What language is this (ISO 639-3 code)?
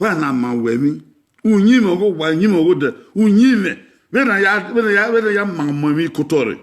bin